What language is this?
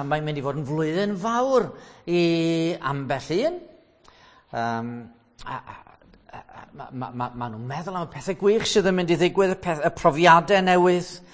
Welsh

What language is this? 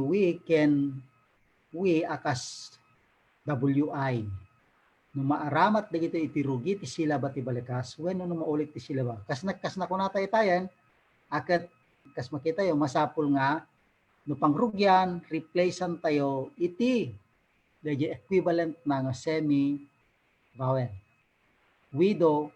Iloko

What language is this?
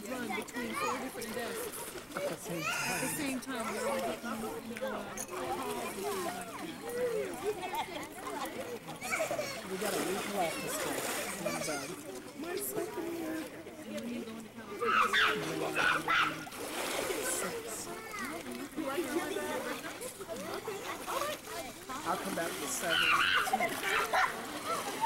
English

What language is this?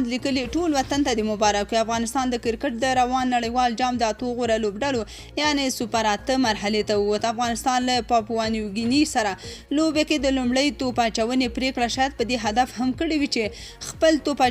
Pashto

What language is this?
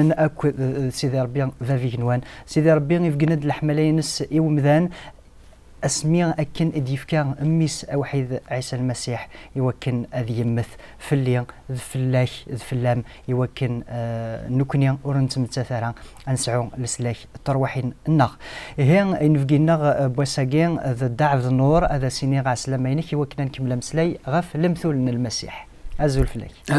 Kabyle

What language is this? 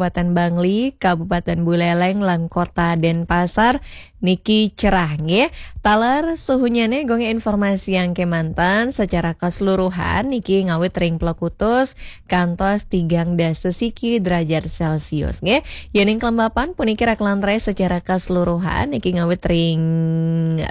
Balinese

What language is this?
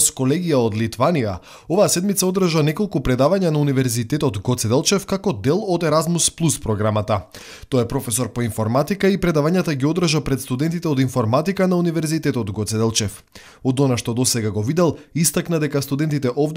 Macedonian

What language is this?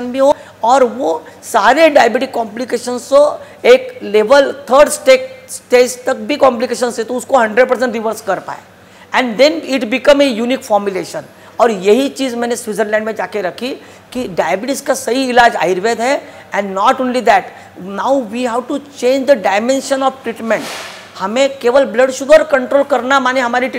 Hindi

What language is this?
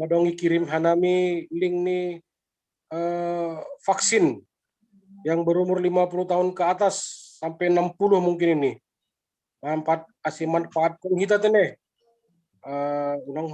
Batak Simalungun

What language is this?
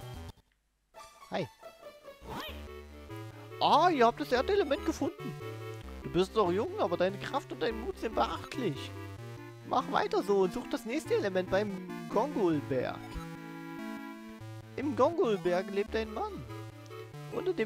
German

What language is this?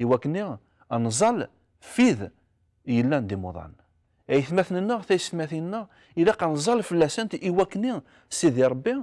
Kabyle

